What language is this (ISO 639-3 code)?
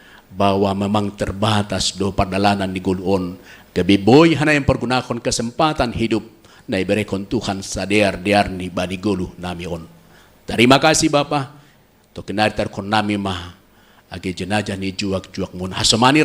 bts